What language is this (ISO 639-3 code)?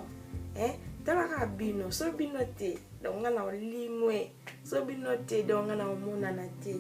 lin